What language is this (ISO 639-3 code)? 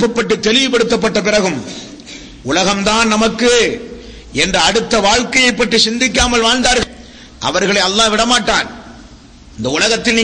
tam